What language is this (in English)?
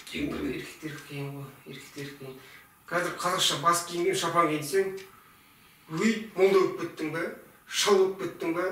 Kazakh